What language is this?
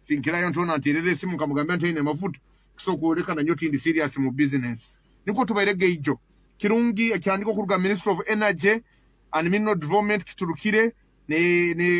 Nyoro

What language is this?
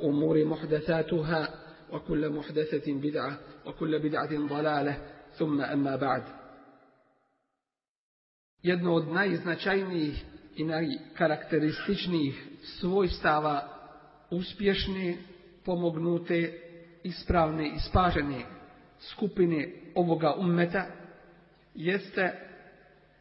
Bosnian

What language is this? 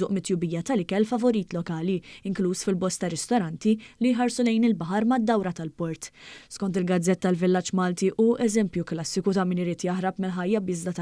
Maltese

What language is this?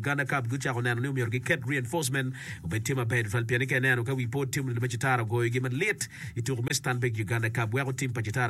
Acoli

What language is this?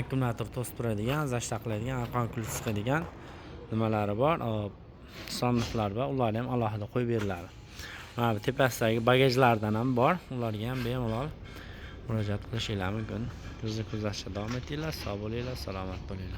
Uzbek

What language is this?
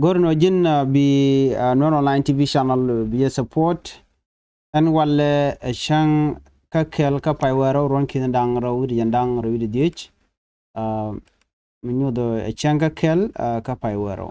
Nuer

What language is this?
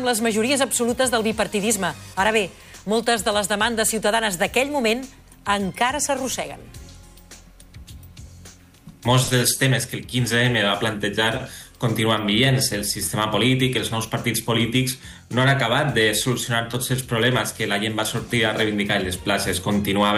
Catalan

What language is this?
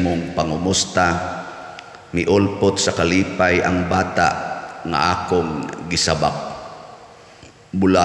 Cebuano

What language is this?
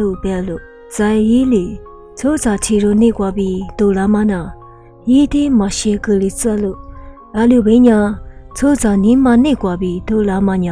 Lisu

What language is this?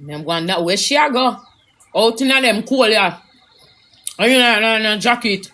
Jamaican Creole English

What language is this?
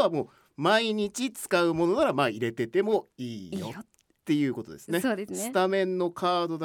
Japanese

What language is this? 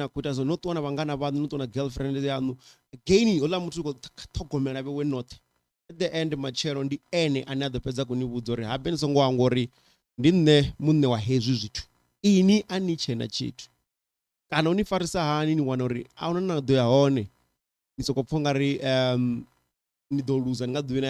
Venda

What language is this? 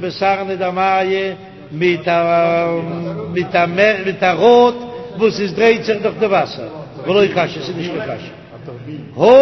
Yiddish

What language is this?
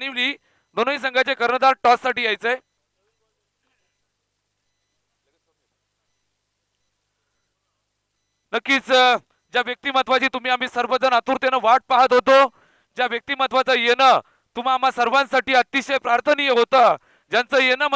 Marathi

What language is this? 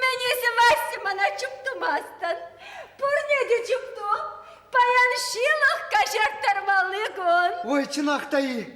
Chuvash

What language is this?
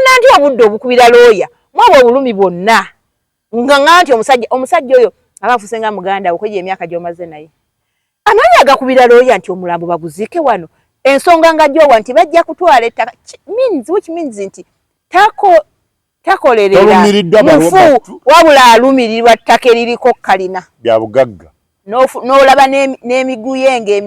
Ganda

